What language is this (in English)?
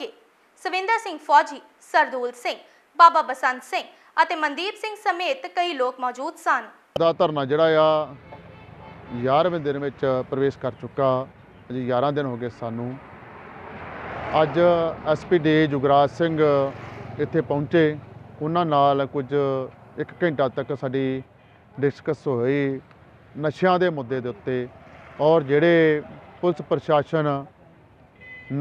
Punjabi